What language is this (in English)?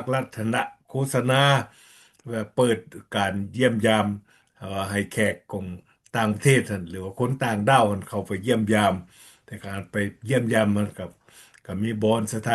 Lao